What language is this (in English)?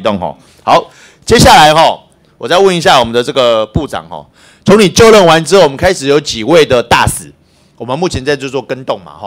Chinese